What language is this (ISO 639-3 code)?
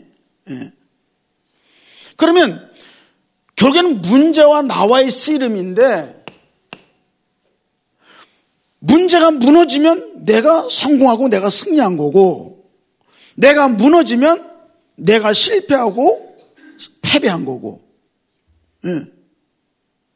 kor